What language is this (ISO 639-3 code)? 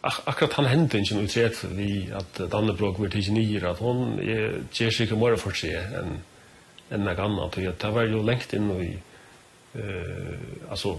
fao